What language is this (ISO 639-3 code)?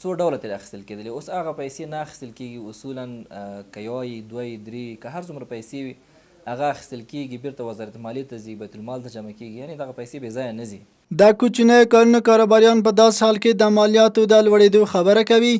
pus